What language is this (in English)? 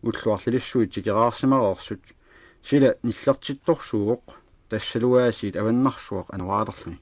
Kalaallisut